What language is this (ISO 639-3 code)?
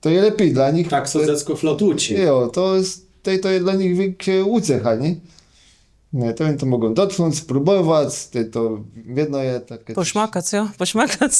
csb